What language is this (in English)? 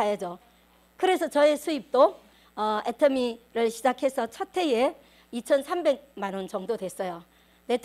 Korean